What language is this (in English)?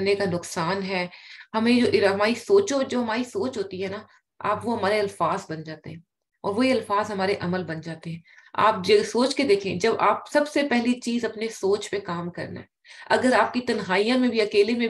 Urdu